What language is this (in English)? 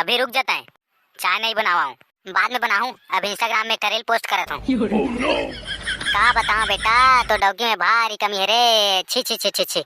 Chhattisgarhi